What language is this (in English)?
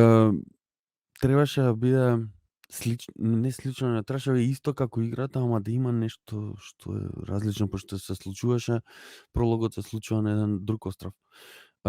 Macedonian